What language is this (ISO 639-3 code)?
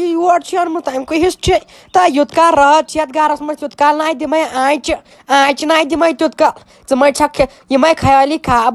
kas